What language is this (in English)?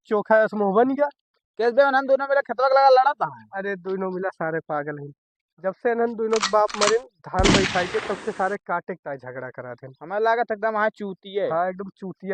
Awadhi